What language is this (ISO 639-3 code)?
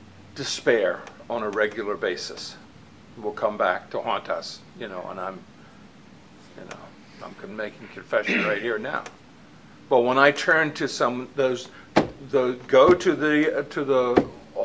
eng